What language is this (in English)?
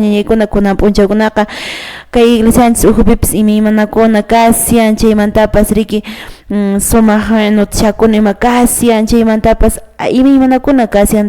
Quechua